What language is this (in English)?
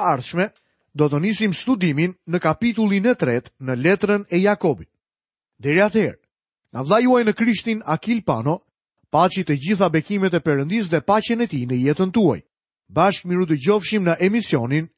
Albanian